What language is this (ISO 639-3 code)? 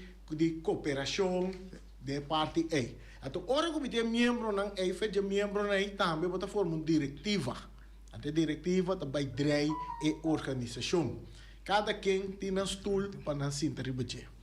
pap